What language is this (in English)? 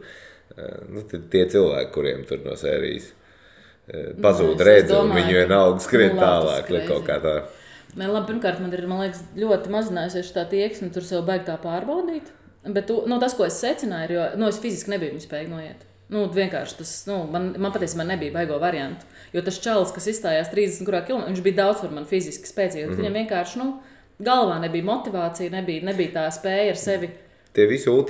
Latvian